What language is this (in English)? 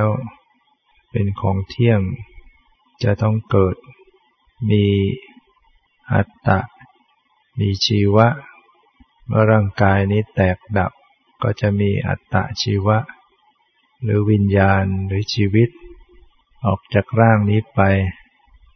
Thai